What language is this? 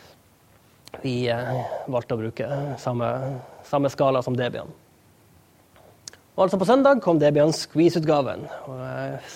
Norwegian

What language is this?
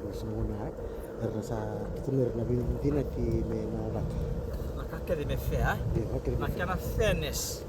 Fijian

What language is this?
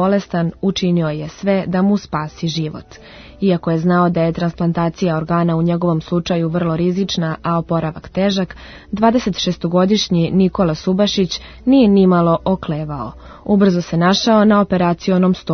Serbian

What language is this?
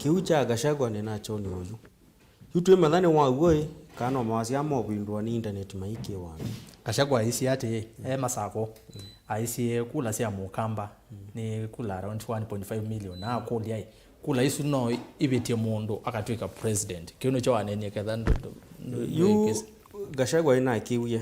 Kamba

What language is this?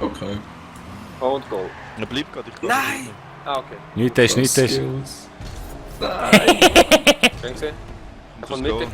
Swiss German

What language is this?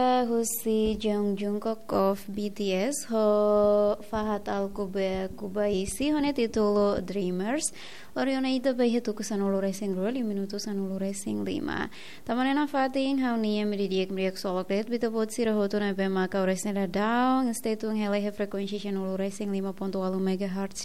Tetum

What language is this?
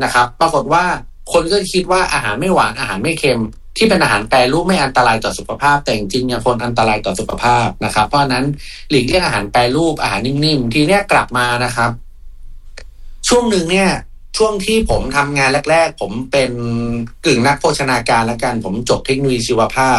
Thai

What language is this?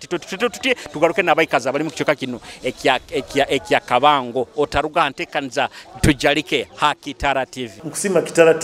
Nyoro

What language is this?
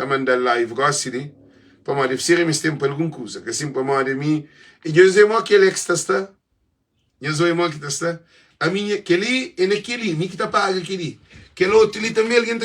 Kabuverdianu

